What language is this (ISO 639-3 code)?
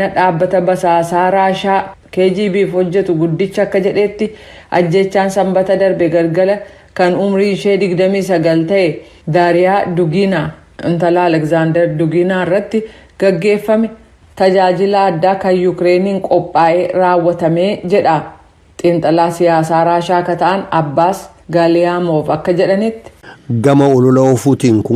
orm